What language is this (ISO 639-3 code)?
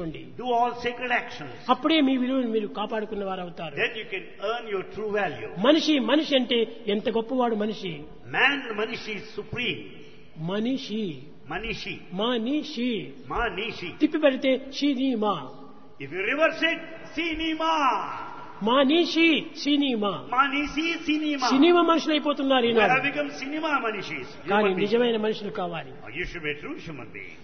tel